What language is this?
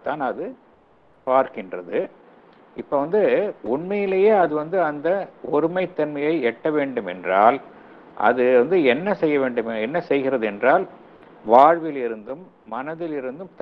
Tamil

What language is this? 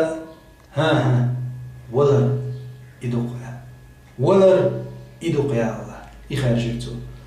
Chechen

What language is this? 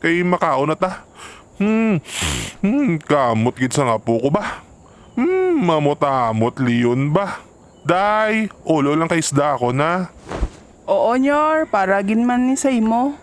Hiligaynon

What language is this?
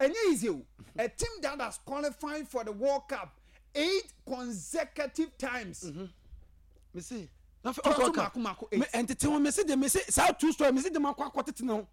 Akan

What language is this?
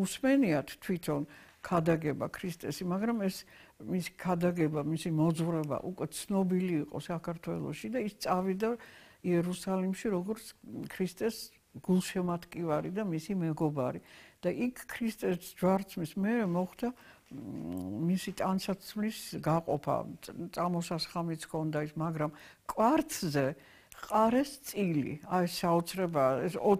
Georgian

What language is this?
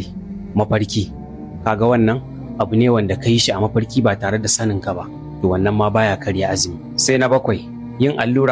Hausa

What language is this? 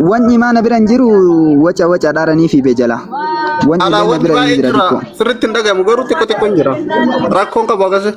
Oromo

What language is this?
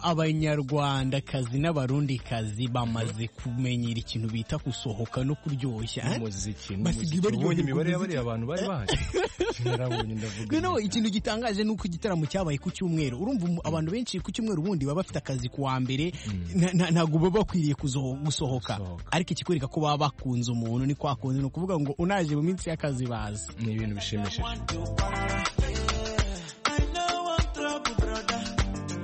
Kinyarwanda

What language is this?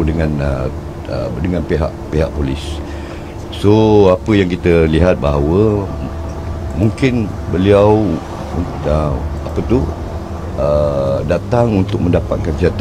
Malay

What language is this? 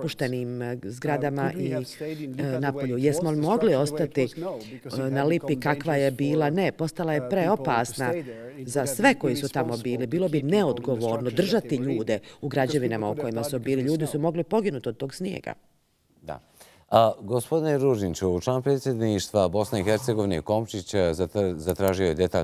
Bosnian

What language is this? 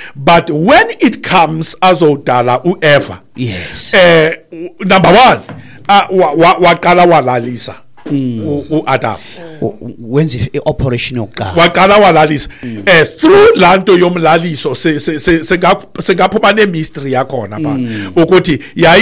Xhosa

